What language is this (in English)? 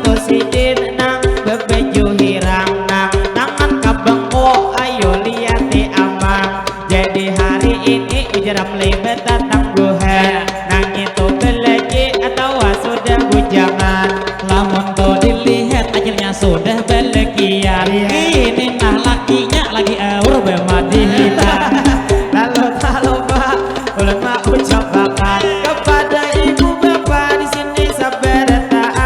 Banjar